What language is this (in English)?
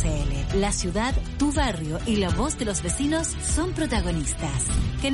Spanish